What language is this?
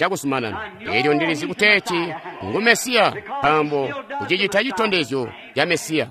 Tonga (Zambia)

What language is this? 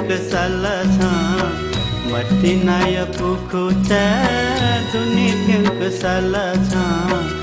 Newari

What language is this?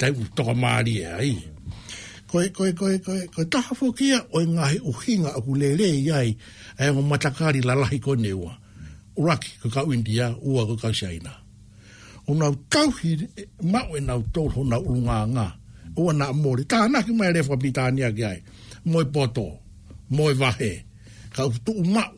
Tongan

